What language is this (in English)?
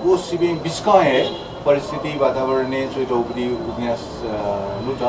Newari